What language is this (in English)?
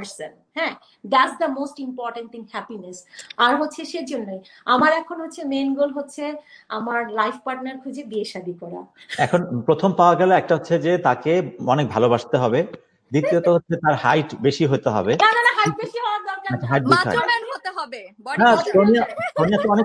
Bangla